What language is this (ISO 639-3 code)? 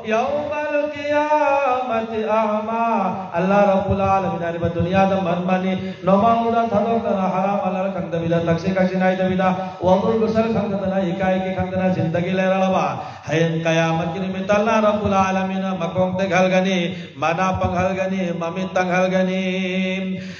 mni